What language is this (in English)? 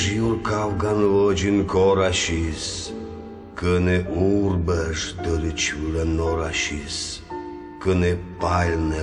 Komi